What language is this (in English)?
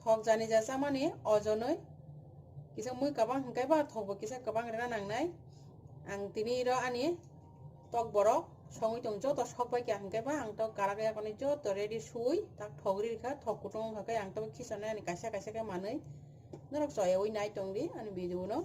Kok Borok